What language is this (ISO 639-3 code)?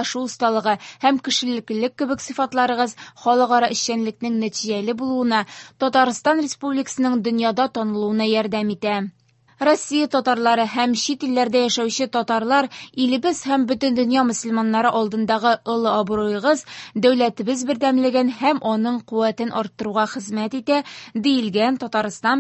tat